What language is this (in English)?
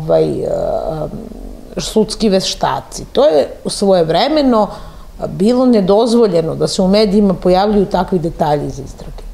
Serbian